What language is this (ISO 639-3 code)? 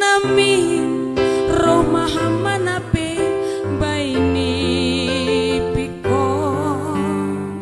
bts